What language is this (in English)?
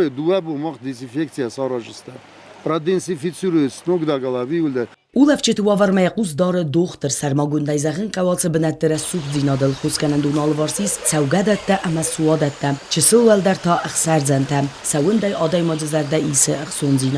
Ossetic